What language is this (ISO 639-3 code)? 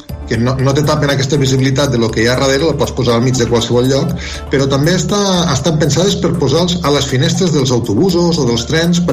cat